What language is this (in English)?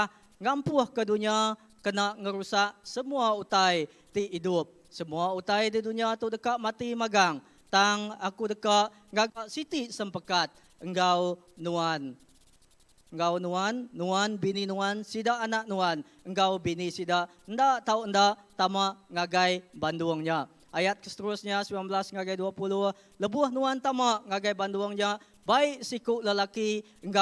Iban